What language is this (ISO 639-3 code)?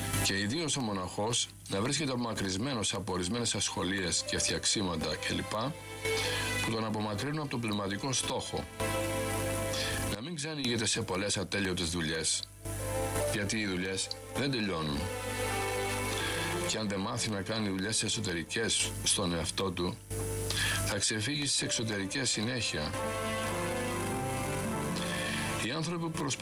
ell